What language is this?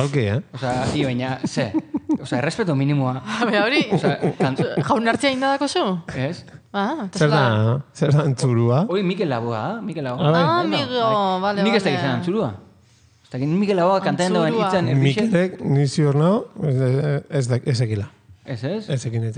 Basque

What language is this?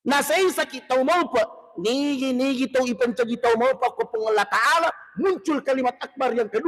Buginese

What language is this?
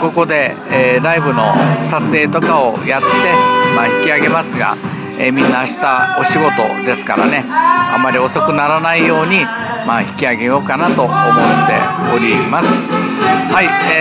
Japanese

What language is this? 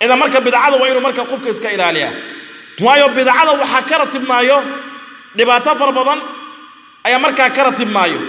Somali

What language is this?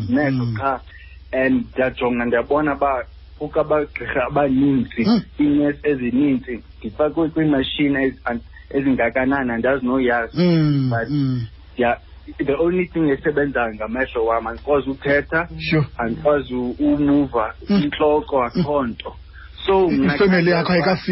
Xhosa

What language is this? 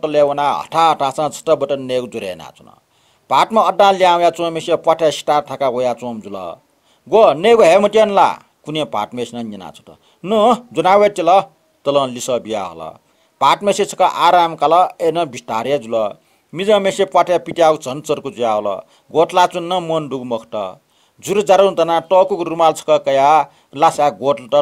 Newari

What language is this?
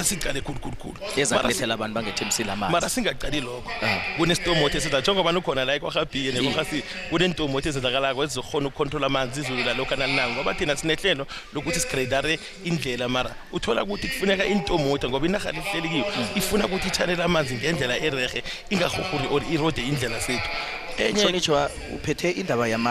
South Ndebele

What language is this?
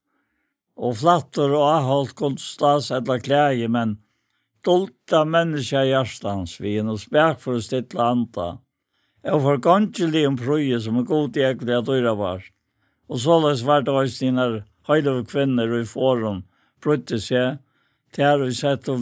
Faroese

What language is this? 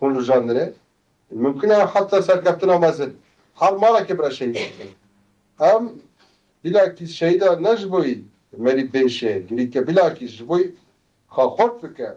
Kurdish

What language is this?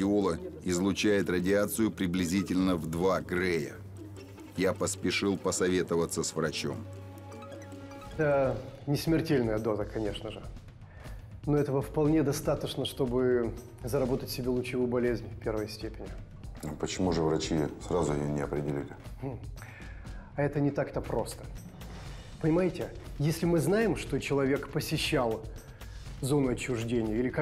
Russian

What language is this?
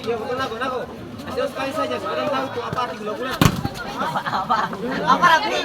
Ambonese Malay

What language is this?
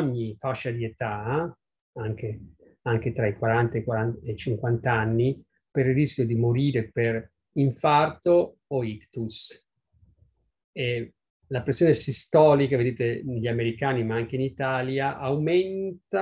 Italian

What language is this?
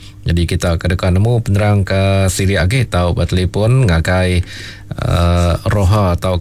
Iban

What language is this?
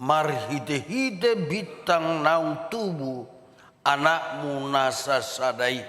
Batak Toba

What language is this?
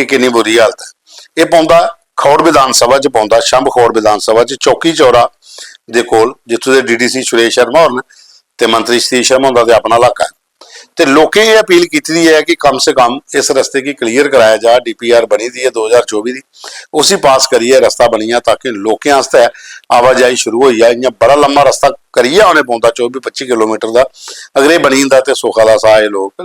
Dogri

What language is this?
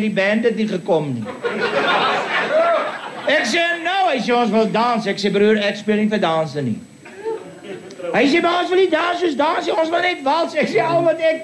Afrikaans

